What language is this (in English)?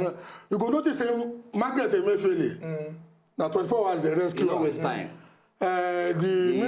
Nigerian Pidgin